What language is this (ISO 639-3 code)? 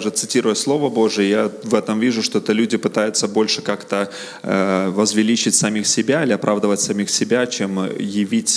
rus